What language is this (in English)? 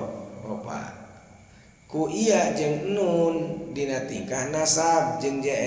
Sundanese